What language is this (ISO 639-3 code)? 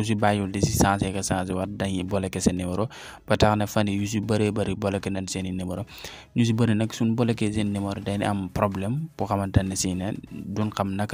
wol